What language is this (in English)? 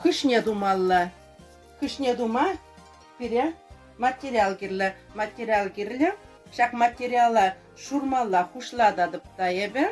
Chuvash